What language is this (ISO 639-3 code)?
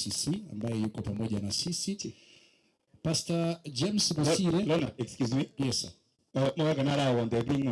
guz